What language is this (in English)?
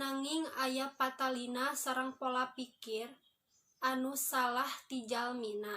Sundanese